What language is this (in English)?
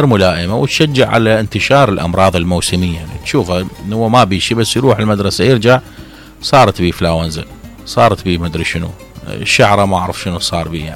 Mesopotamian Arabic